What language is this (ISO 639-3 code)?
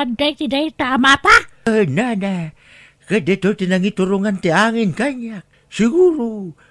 ilo